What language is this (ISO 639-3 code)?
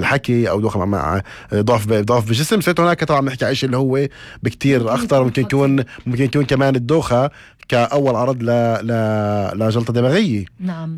apc